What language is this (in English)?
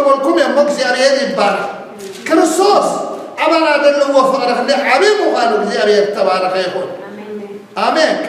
Tigrinya